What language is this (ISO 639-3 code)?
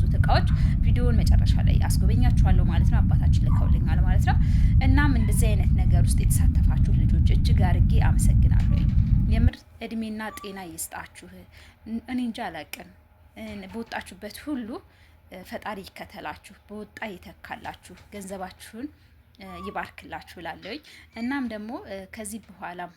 amh